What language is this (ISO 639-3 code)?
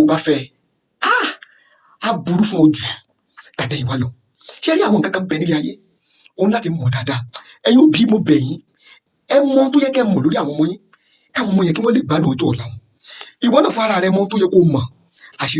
yor